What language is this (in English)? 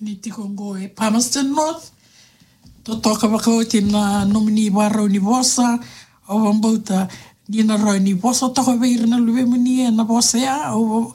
Fijian